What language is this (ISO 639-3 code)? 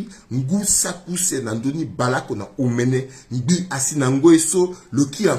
sag